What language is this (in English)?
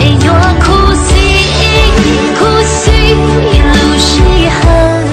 Hmong